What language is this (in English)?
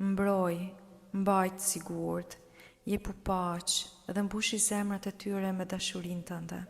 Albanian